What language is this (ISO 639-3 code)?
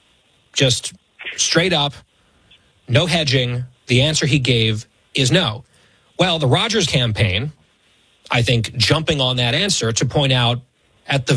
eng